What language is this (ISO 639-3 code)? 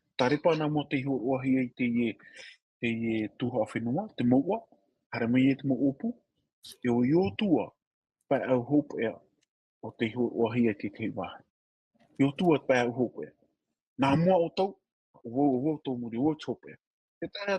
tah